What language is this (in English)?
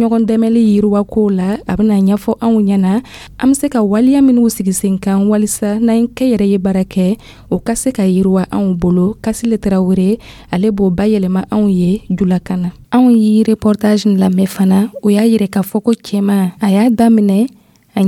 Dyula